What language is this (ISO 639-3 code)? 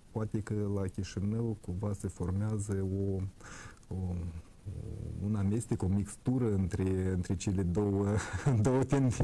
ron